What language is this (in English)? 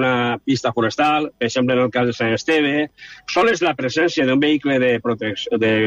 Catalan